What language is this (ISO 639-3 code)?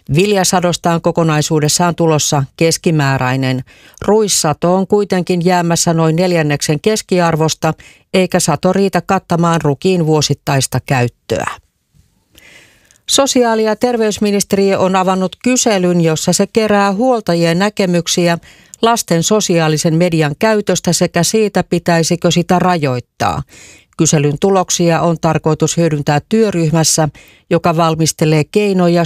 fin